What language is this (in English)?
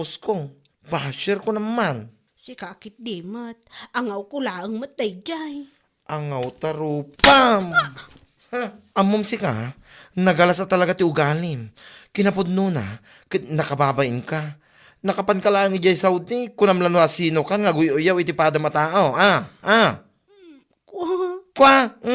Iloko